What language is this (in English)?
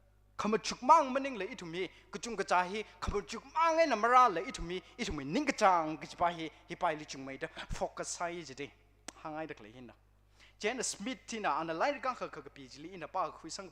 Tangkhul Naga (India)